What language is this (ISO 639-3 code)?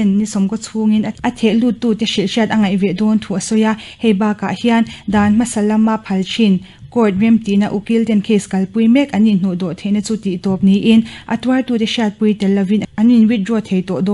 lus